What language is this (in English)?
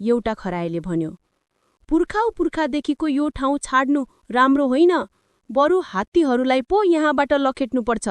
Nepali